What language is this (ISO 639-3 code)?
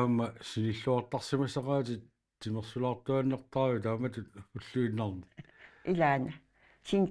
kal